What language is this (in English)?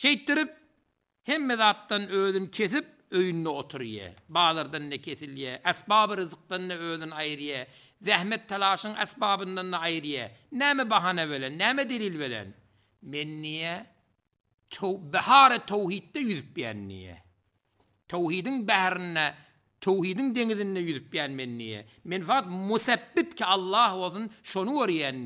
Turkmen